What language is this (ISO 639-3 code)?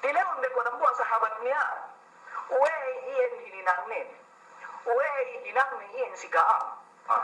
yka